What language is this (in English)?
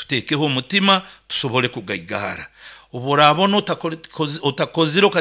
Nyankole